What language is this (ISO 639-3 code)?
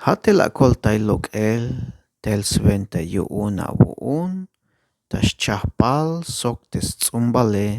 tzh